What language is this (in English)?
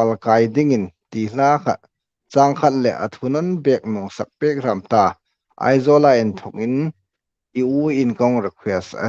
Hmar